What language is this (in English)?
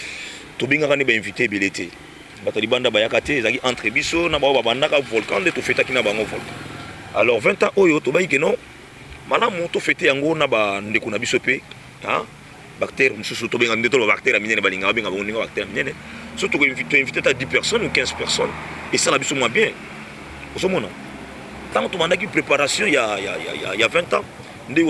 Lingala